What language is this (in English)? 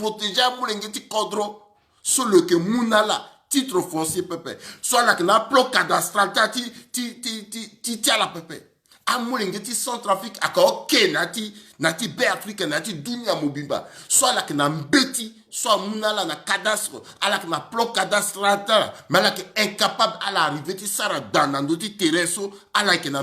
Sango